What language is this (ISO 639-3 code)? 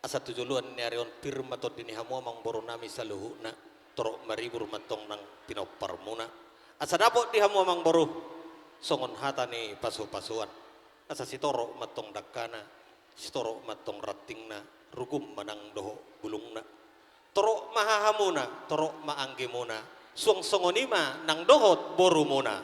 bbc